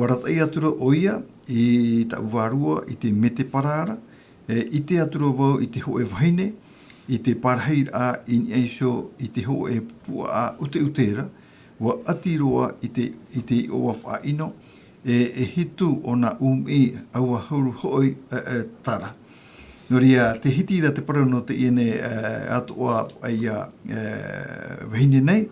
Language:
Tahitian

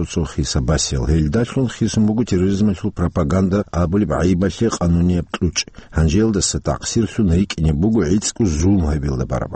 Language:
Avaric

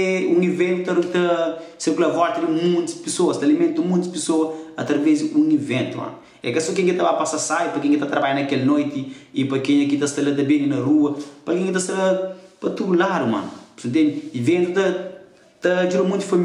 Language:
Kabuverdianu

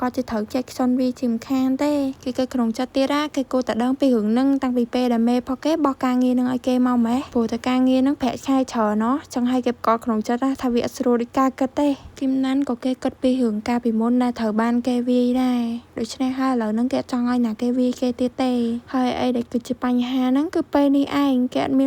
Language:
Khmer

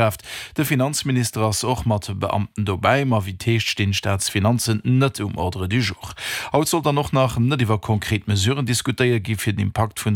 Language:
Luxembourgish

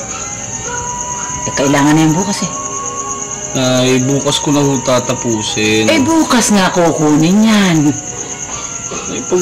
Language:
Filipino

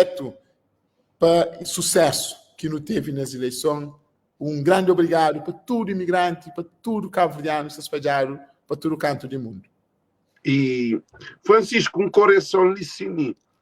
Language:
Kabuverdianu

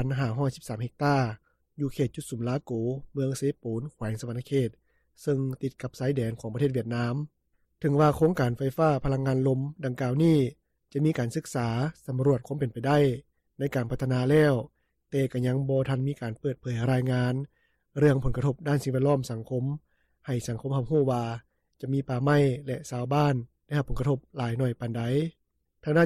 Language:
Lao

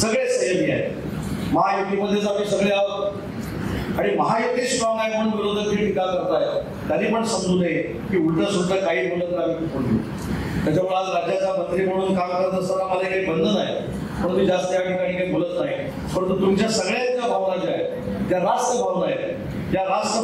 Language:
Marathi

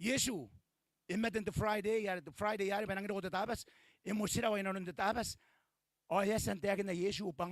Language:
Gilbertese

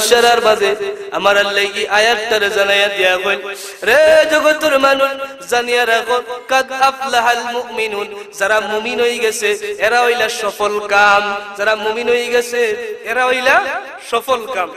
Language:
Sylheti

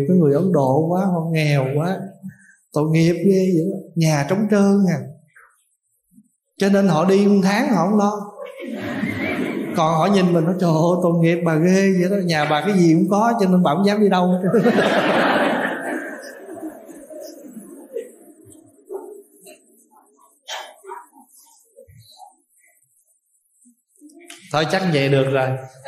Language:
Vietnamese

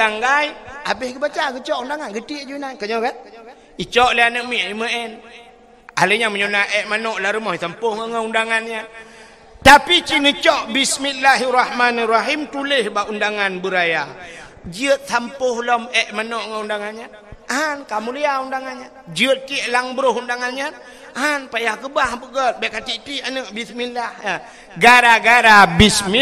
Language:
Achinese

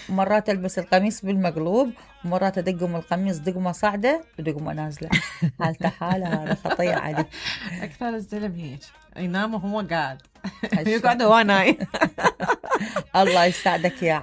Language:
Mesopotamian Arabic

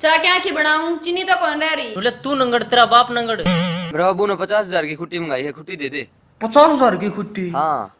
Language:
Haryanvi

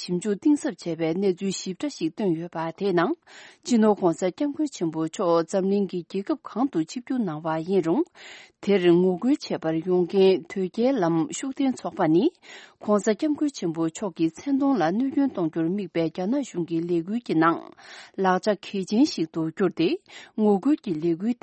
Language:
Tibetan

